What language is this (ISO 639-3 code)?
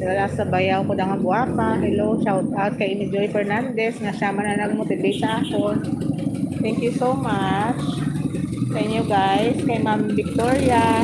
hil